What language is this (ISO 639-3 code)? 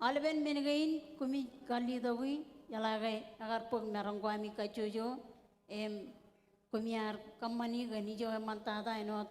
mah